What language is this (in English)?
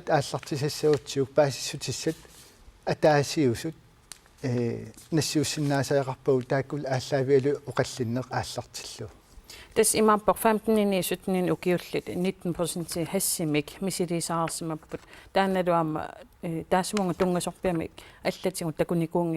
Kalaallisut